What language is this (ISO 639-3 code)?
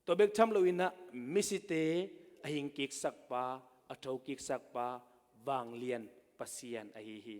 ctd